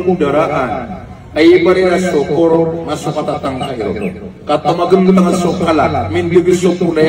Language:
Maranao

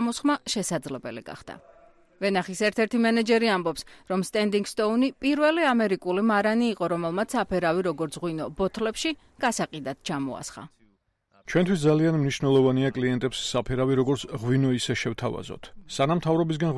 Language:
Georgian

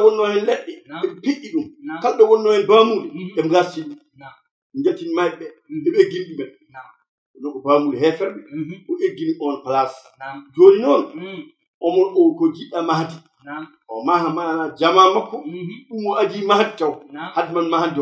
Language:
Fula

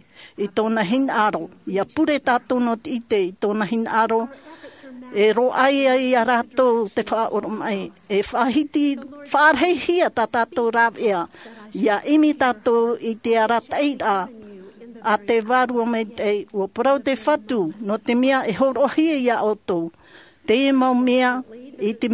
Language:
Tahitian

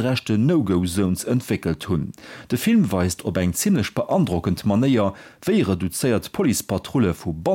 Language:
Luxembourgish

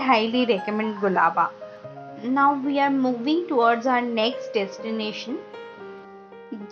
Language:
Hindi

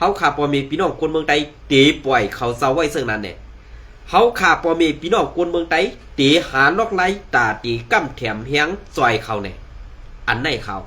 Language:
Shan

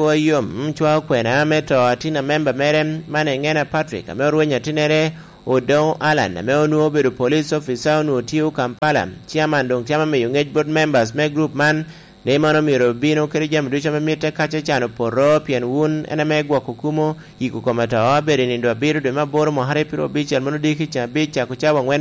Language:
Lango (Uganda)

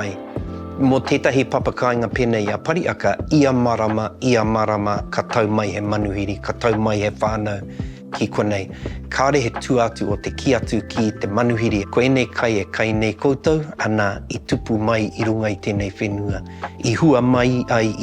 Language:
Māori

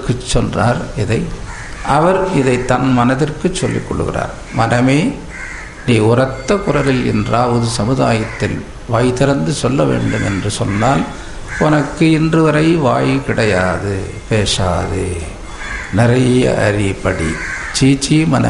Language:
Tamil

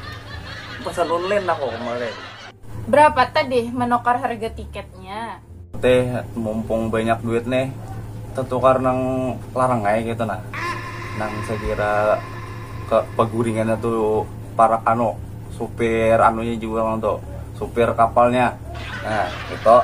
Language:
Banjar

